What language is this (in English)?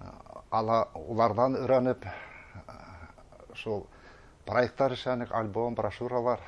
Bashkir